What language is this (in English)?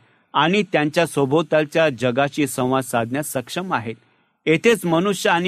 Marathi